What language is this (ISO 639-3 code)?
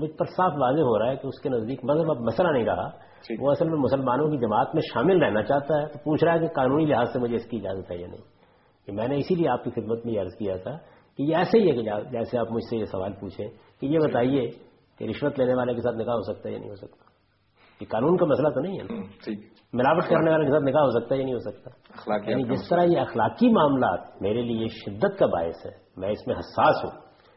urd